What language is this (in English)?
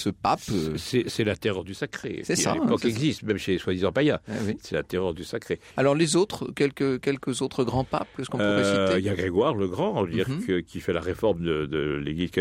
French